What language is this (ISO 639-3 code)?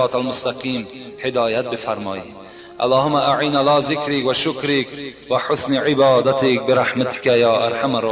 tgk